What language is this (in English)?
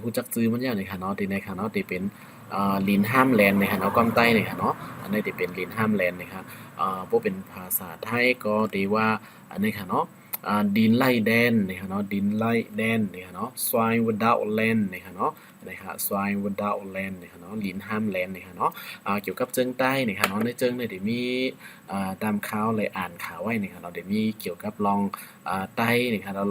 Shan